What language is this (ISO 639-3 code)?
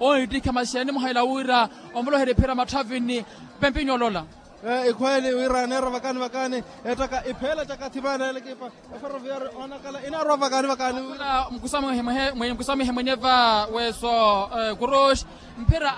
vmw